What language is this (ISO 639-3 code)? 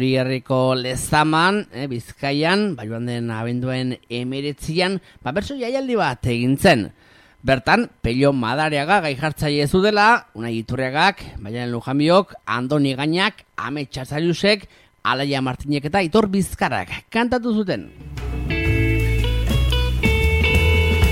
eus